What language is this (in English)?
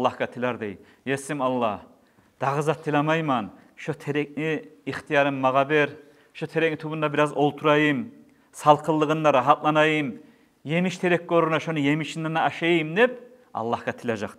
Kumyk